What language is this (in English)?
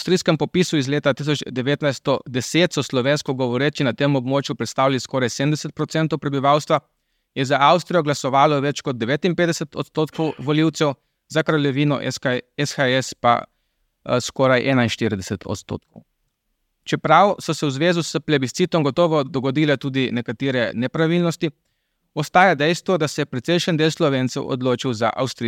Slovenian